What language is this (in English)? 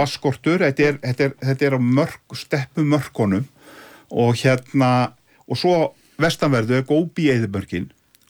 Icelandic